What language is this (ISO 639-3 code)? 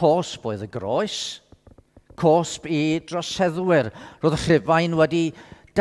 cym